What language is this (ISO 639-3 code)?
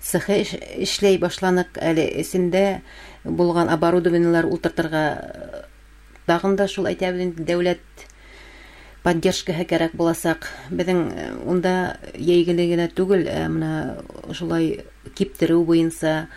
bak